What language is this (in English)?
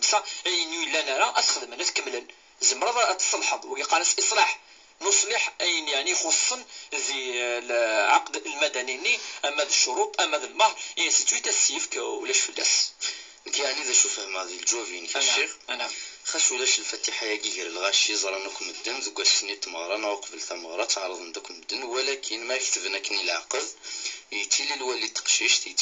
Kabyle